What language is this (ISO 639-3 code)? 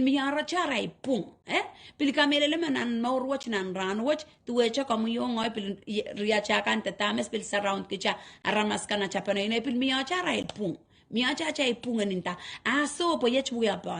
pon